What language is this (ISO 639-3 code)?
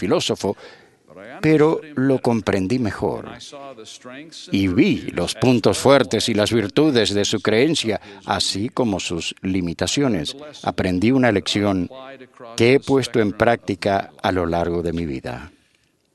spa